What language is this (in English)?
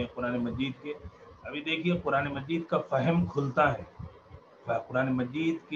Urdu